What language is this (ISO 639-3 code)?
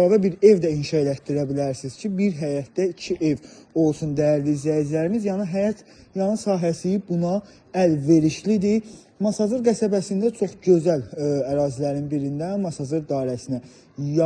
aze